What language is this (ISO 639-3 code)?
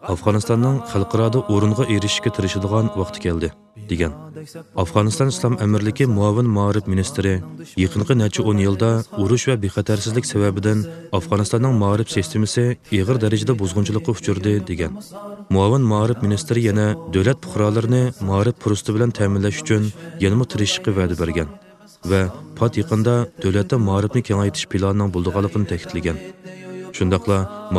uig